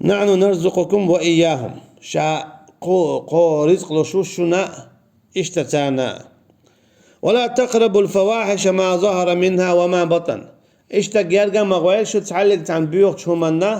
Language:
Chechen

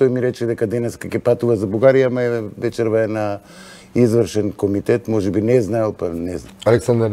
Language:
Macedonian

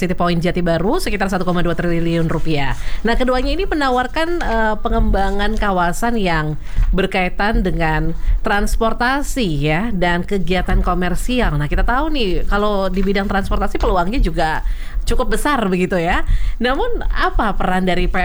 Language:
Indonesian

